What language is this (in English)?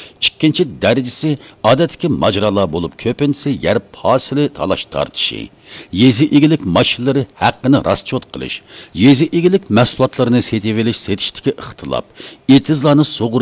Uyghur